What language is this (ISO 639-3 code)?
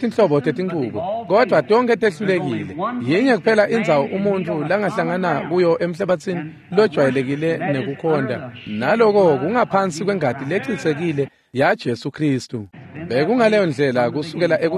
ssw